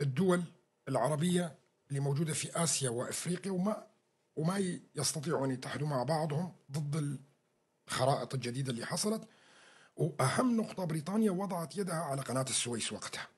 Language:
North Levantine Arabic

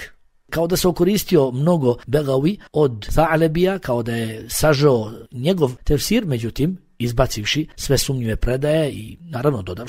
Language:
Bosnian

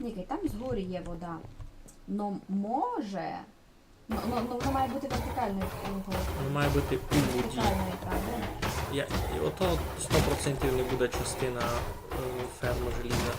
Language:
Rusyn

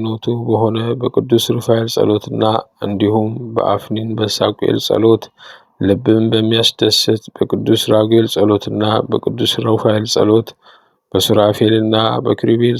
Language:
Amharic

